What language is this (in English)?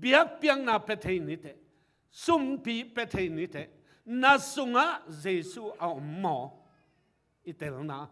Tedim Chin